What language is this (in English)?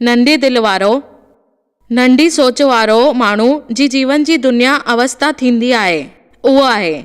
Sindhi